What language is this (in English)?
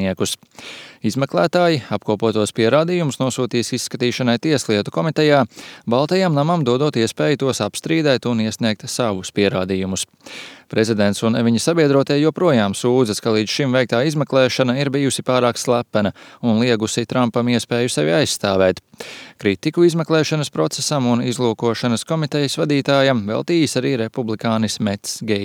Latvian